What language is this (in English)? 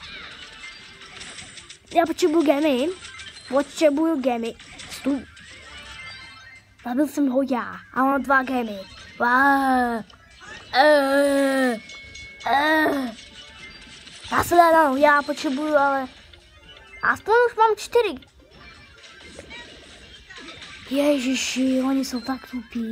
Czech